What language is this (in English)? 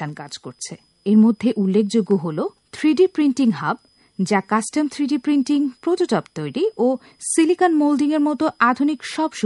Bangla